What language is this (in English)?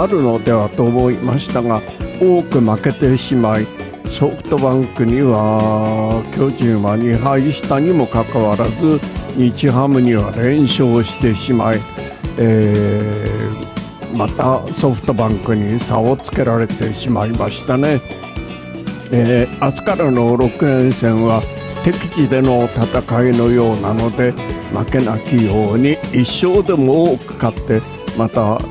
Japanese